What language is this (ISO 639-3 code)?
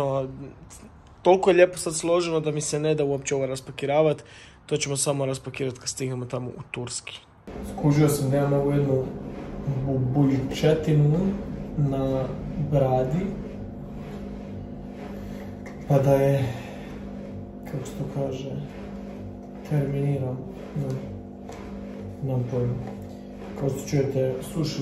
hrv